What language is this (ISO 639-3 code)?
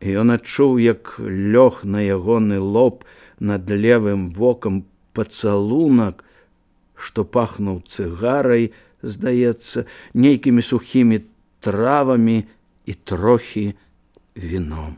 bel